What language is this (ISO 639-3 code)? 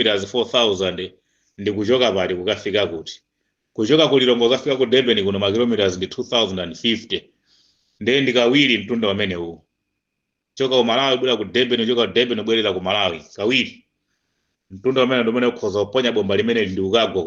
nya